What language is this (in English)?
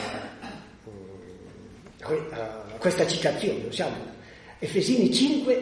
Italian